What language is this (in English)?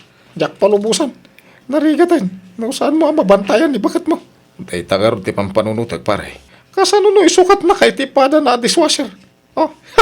Iloko